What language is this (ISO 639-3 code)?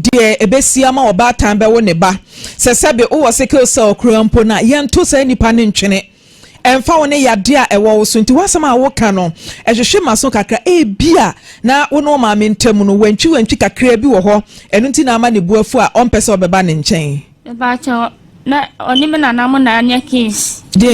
aka